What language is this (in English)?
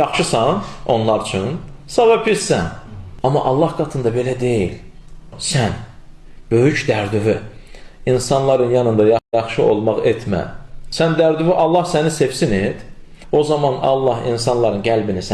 Azerbaijani